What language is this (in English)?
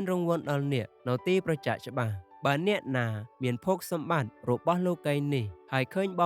Khmer